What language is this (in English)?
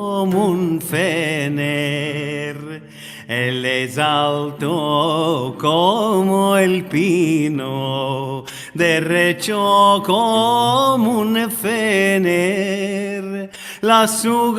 Ladino